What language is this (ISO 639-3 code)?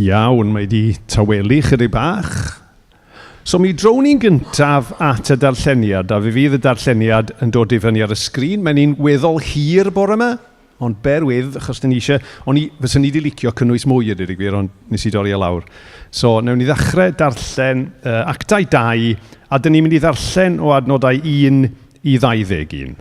cym